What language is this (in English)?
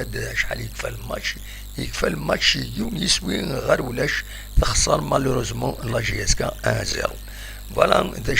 Kabyle